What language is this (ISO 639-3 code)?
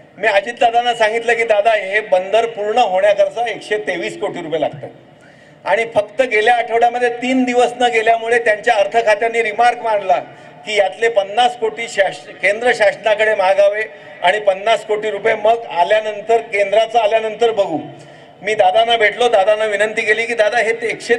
mar